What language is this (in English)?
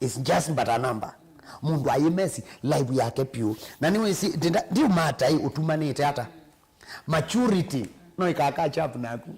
Kamba